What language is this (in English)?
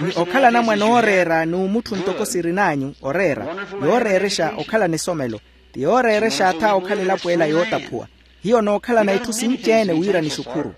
Makhuwa